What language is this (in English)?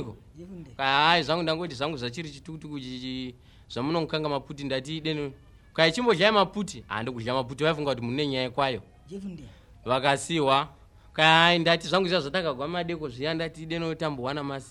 Shona